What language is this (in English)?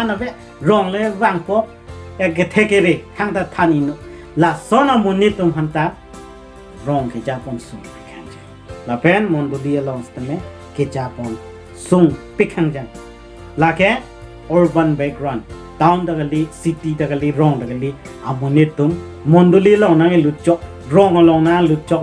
Karbi